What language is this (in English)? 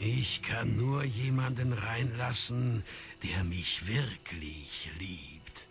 Swiss German